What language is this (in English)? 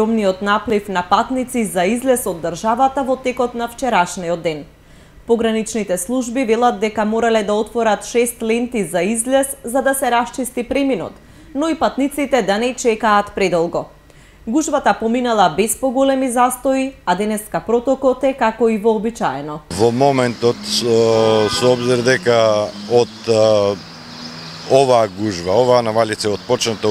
Macedonian